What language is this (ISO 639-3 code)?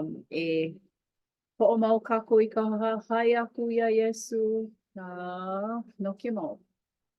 haw